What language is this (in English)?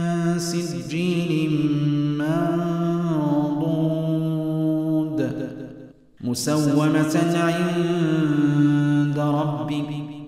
Arabic